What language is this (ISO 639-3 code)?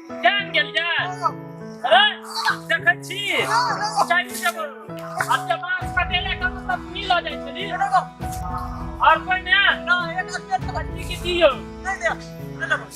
mai